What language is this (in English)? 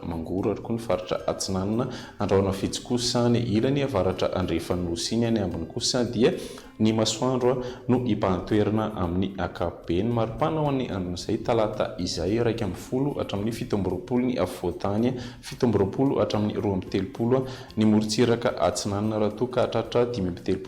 Malagasy